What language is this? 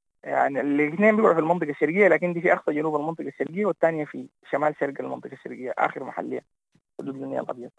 Sudanese Arabic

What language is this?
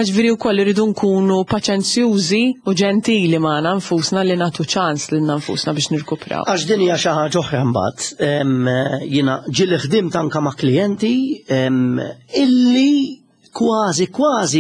Maltese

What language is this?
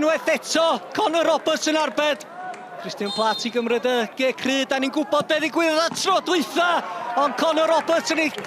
Welsh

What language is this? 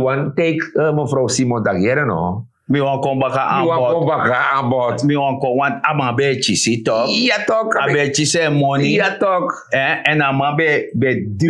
Sranan Tongo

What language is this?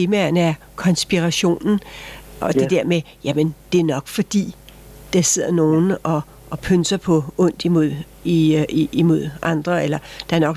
Danish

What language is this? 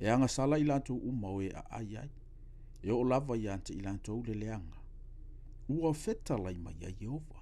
Samoan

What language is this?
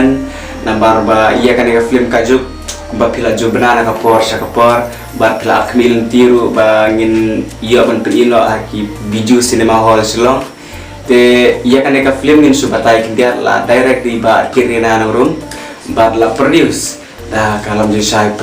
Khasi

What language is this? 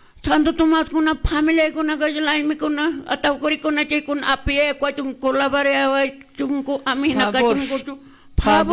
Quechua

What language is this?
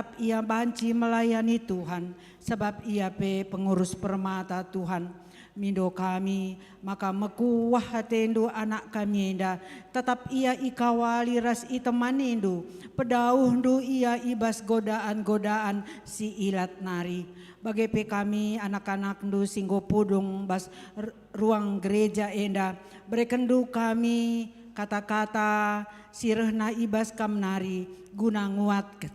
Batak Karo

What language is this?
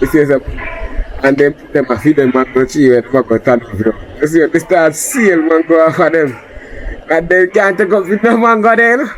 Jamaican Creole English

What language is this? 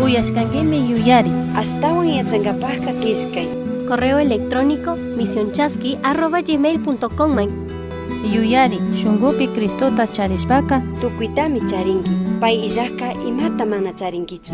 Chimborazo Highland Quichua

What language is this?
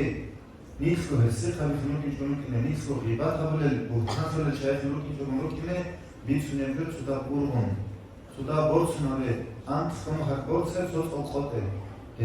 Avaric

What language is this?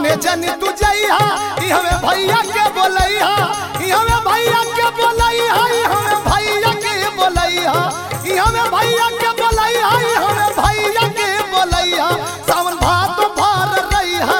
Bhojpuri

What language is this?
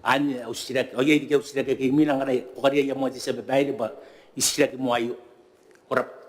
Gilbertese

